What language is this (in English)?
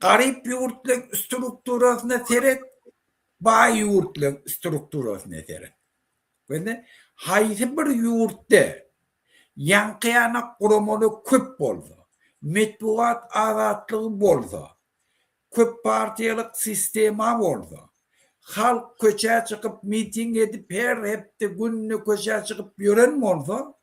Turkmen